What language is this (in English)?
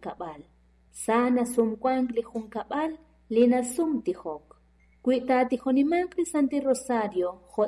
Kekchí